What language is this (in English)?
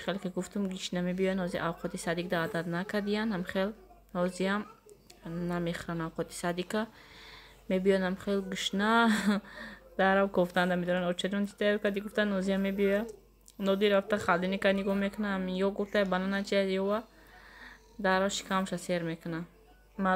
Tajik